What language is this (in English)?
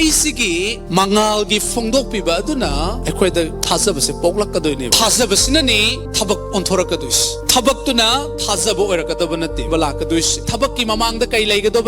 Manipuri